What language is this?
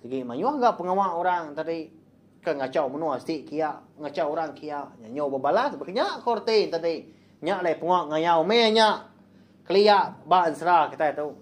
Iban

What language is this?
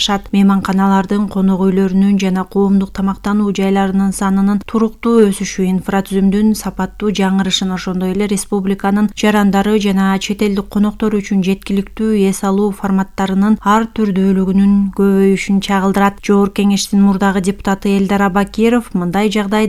Kyrgyz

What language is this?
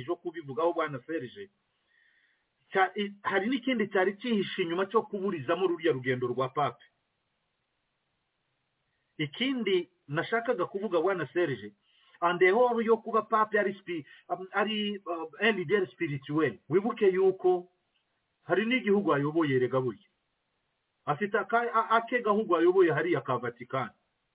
Kinyarwanda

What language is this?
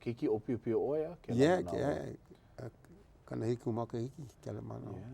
Hawaiian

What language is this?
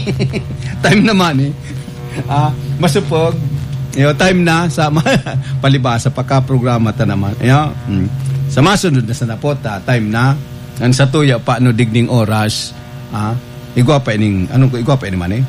Bikol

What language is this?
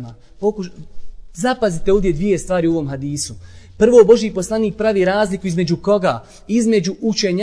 Bosnian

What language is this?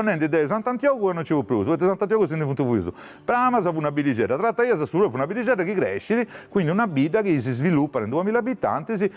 Sardinian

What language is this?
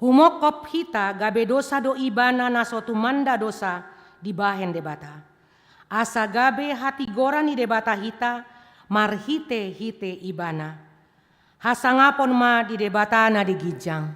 Batak Toba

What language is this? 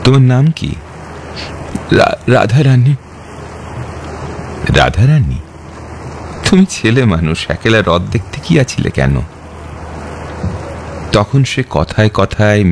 Bangla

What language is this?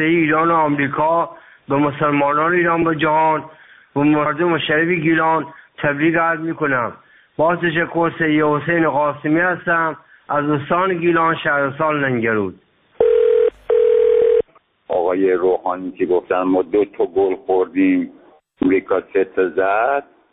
Persian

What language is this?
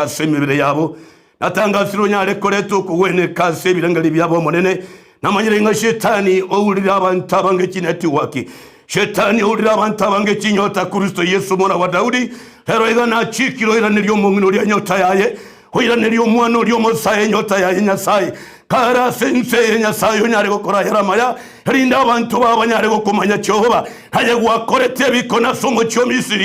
Gusii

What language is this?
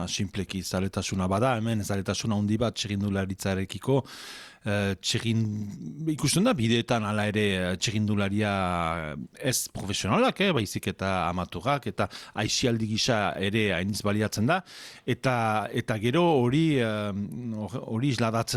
Basque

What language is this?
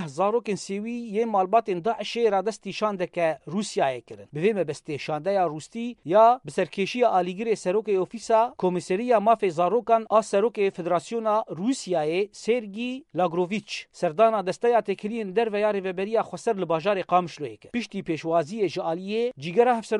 Kurdish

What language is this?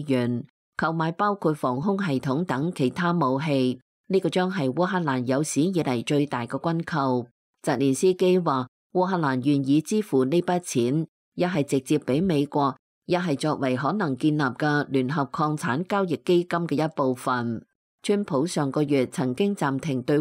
Cantonese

